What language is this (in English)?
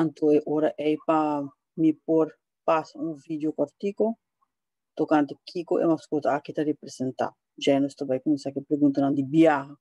Papiamento